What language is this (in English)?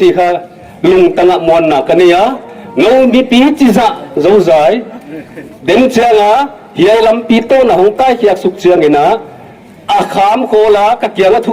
Paite Chin